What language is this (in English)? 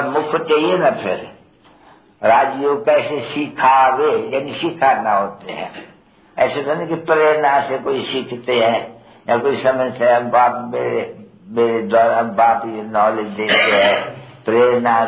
Hindi